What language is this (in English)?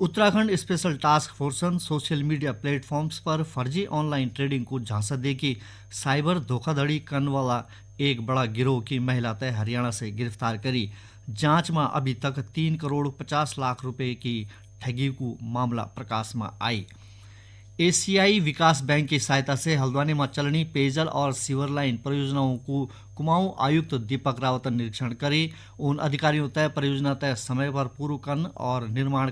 Garhwali